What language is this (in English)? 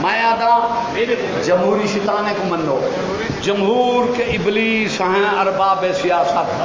Saraiki